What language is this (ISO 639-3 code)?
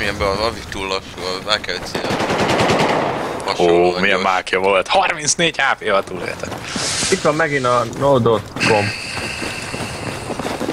hun